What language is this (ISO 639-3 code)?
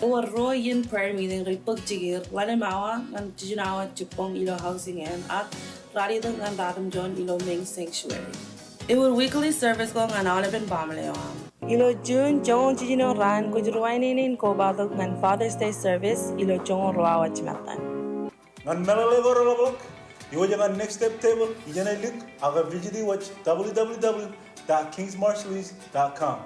mah